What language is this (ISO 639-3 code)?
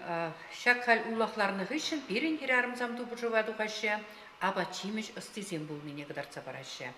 chv